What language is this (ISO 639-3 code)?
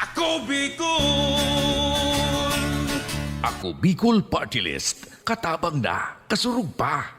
bik